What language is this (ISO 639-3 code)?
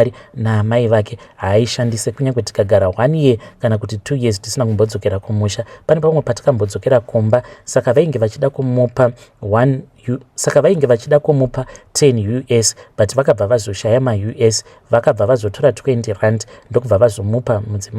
sna